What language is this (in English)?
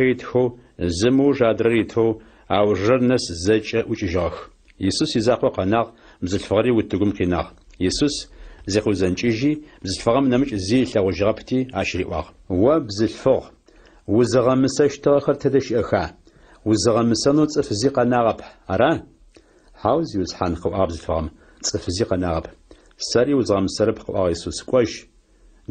Adyghe